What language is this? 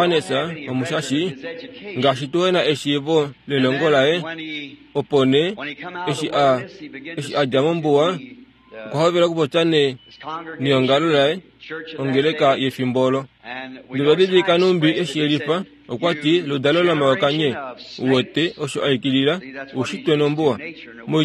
Kuanyama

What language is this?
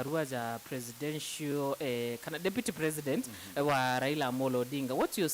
Meru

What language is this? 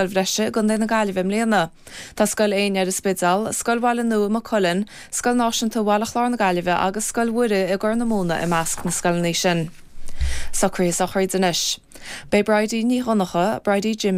Irish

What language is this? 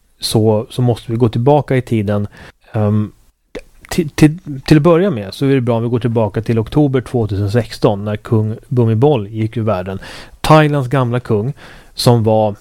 Swedish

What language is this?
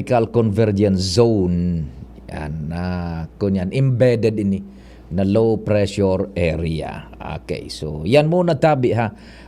Bikol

